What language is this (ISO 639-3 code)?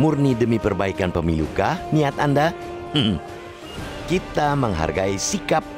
ind